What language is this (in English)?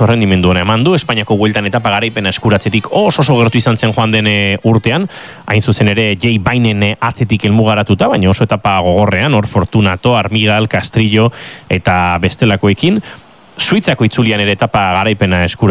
Basque